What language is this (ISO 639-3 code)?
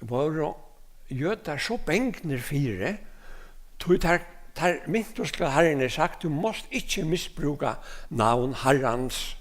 fao